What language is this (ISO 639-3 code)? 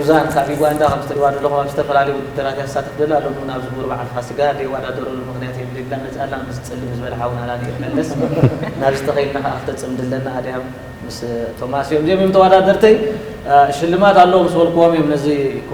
tir